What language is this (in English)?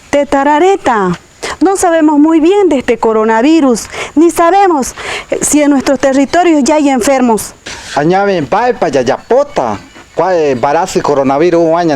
Guarani